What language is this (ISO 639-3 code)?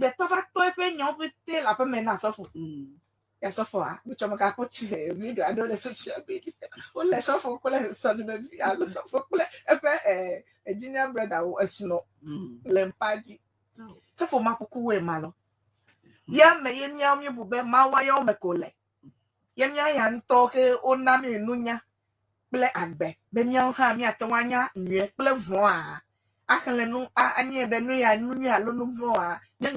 ewe